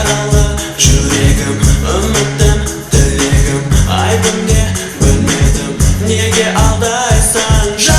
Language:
Kara-Kalpak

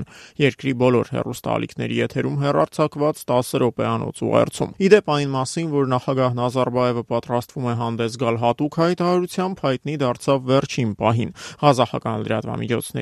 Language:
Armenian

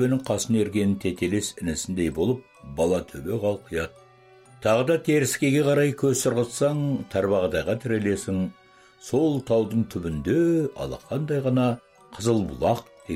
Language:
Kazakh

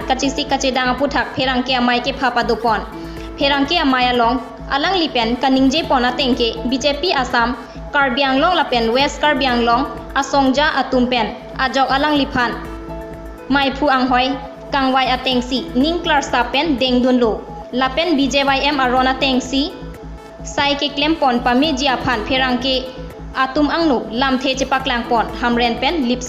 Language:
Karbi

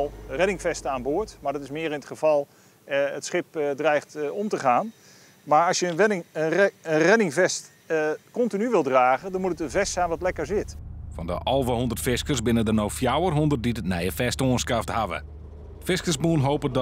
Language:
Western Frisian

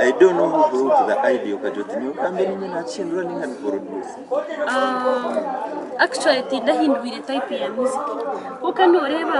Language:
Nyankole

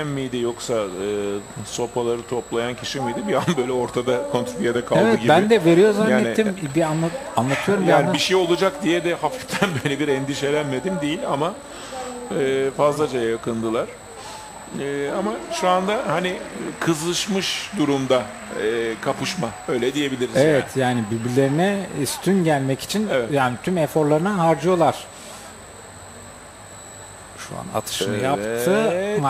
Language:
Turkish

